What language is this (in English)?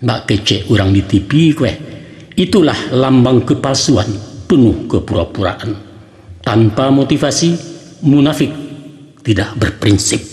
Minangkabau